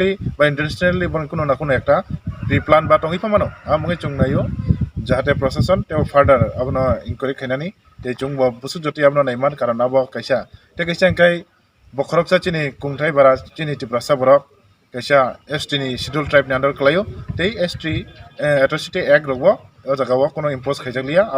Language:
Kok Borok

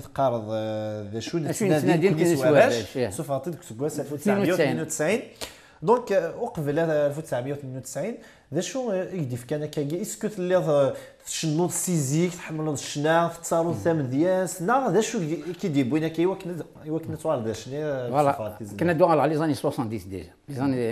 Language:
Kabyle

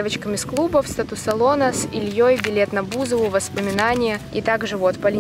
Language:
Russian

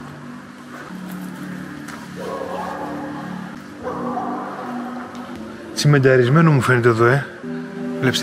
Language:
Greek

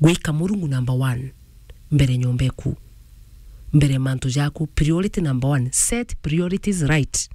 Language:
Meru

